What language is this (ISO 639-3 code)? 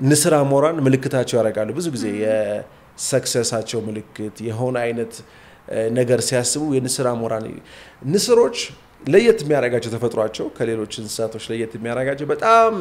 amh